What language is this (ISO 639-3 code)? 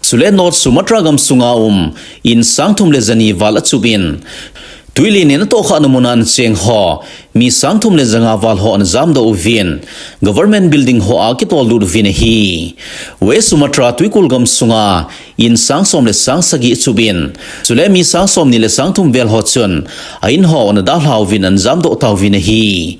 tcz